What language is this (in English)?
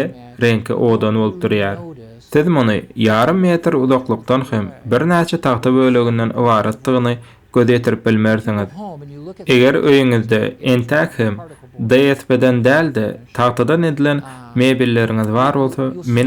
Turkmen